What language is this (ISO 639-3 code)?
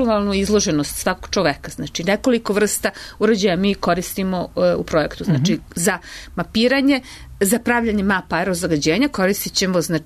srp